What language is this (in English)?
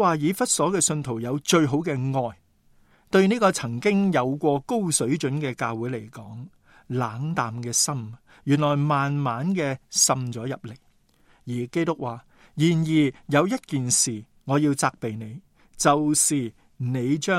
Cantonese